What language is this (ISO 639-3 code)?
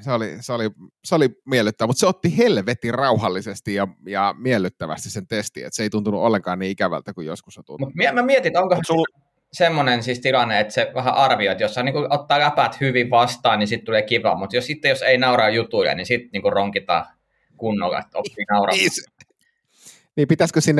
fin